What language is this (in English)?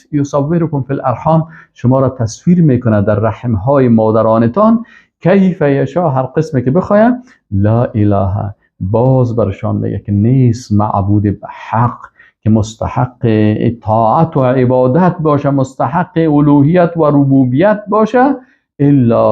Persian